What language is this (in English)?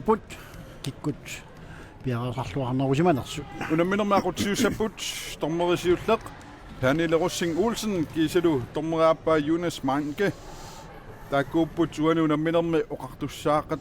Kalaallisut